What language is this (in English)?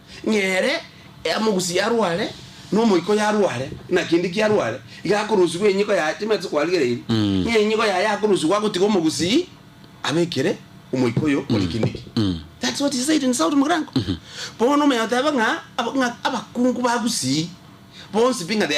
Gusii